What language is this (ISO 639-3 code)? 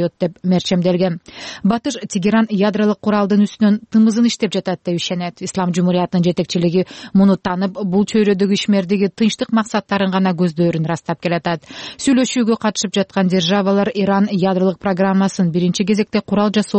kir